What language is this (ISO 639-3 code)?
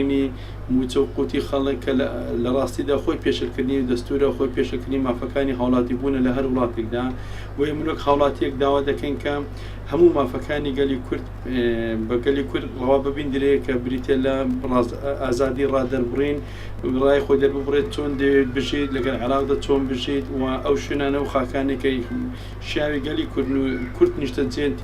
ckb